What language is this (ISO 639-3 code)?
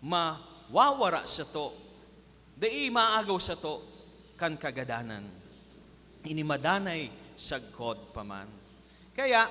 bik